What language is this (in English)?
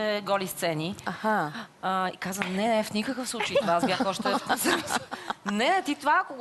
Bulgarian